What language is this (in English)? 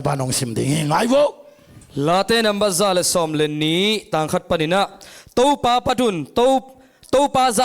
Tedim Chin